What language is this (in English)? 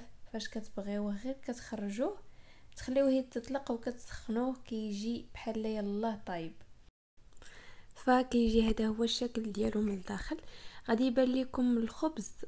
Moroccan Arabic